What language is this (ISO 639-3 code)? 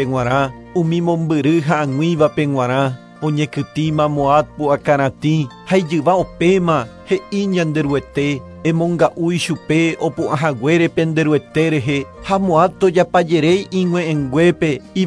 grn